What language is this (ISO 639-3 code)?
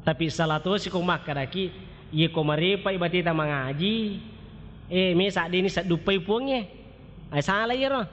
bug